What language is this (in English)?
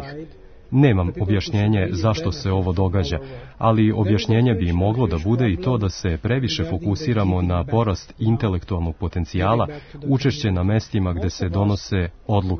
Serbian